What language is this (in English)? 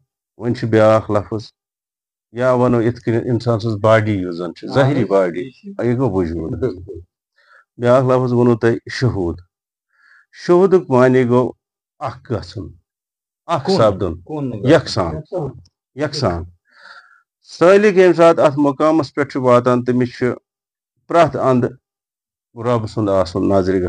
Kashmiri